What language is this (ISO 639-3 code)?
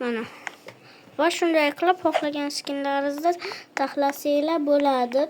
uzb